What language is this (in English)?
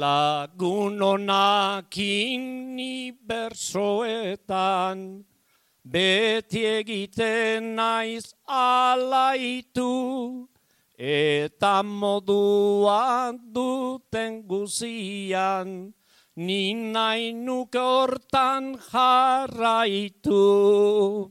Basque